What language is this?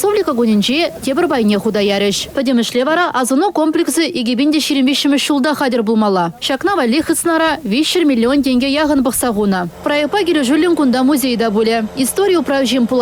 Chuvash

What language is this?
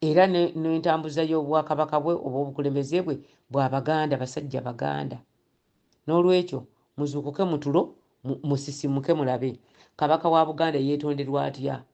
Ganda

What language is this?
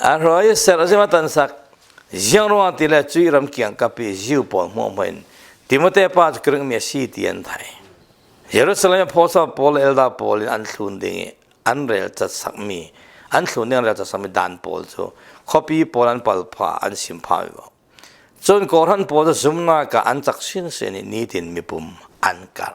Falam Chin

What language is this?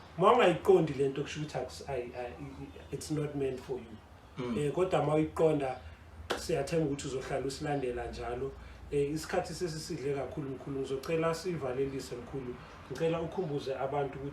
Zulu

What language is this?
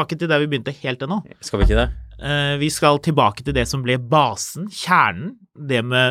Norwegian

